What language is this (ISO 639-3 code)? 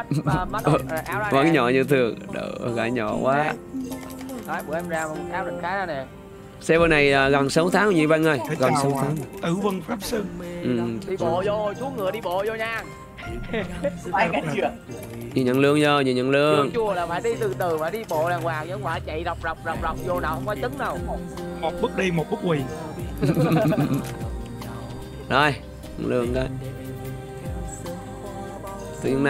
vie